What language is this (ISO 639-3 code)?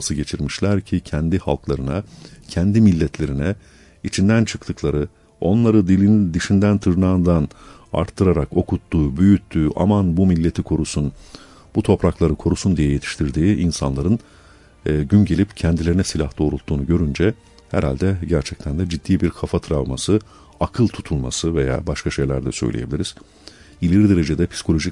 tur